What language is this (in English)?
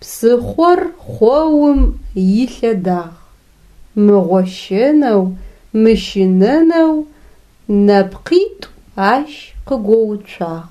Adyghe